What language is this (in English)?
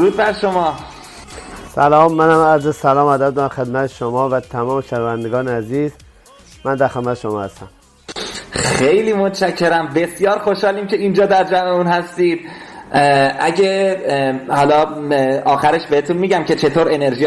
Persian